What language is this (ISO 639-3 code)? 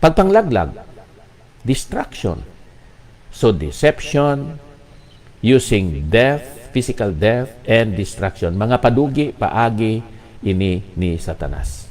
hil